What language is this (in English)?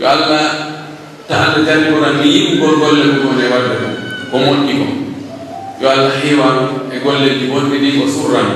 Pular